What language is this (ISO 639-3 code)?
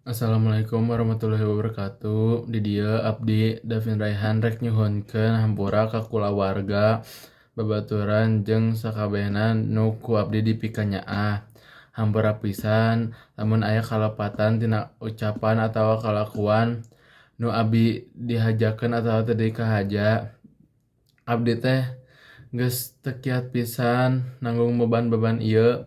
sun